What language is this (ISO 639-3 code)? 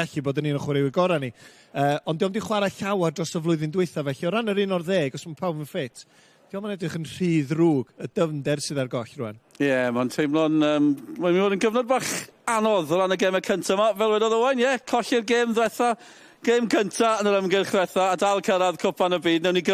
cym